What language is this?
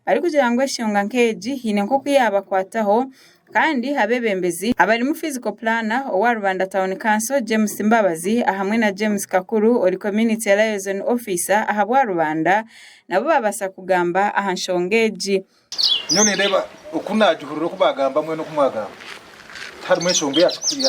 Nyankole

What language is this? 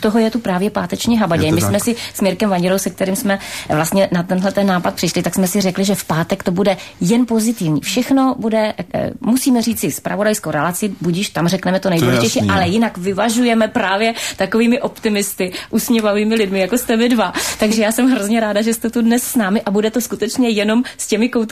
Czech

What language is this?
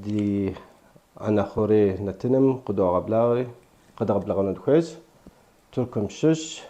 Kabardian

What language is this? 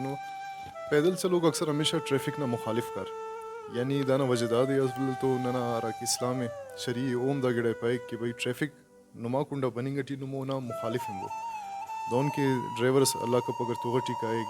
Brahui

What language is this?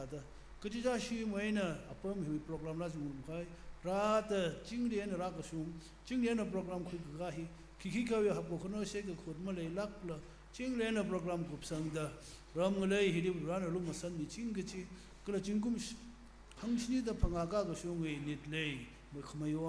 Tangkhul Naga (India)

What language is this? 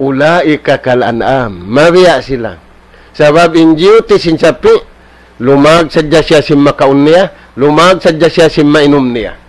Tausug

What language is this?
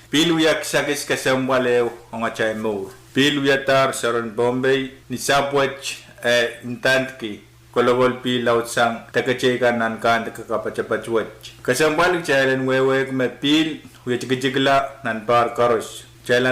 Pohnpeian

